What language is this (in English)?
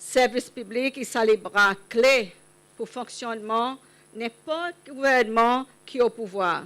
Seselwa Creole French